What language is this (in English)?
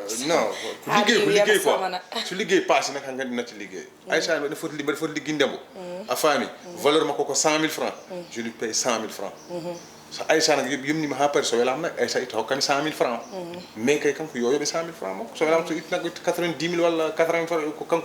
Fula